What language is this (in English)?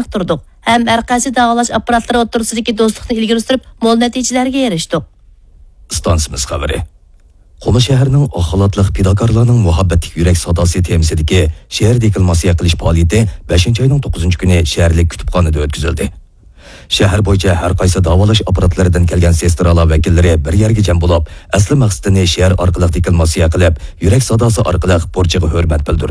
Uyghur